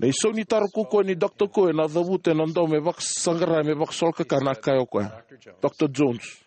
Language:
Fijian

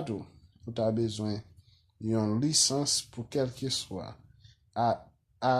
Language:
Haitian Creole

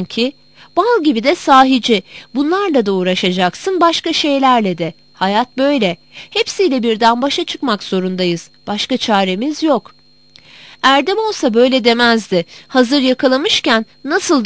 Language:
Turkish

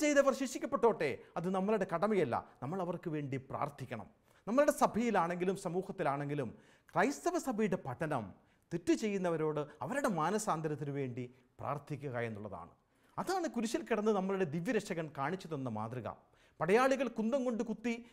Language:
Malayalam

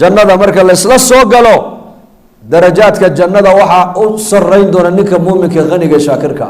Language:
Somali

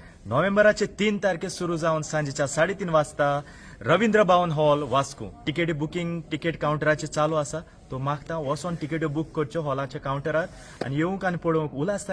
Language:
Konkani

